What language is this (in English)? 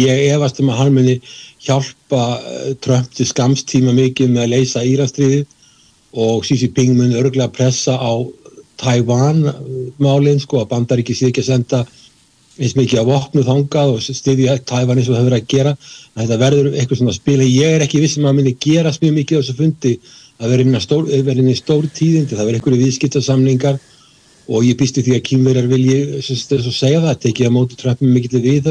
Icelandic